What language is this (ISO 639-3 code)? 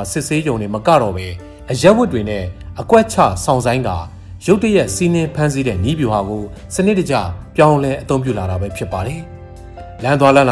mya